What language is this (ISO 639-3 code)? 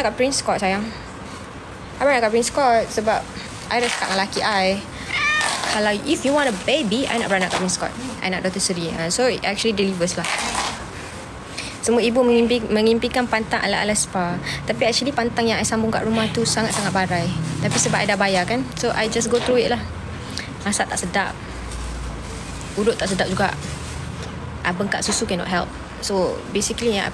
msa